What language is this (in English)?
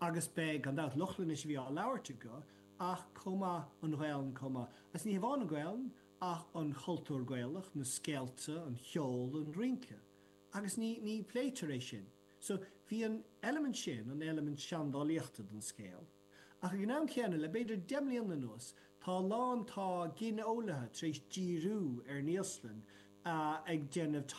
Irish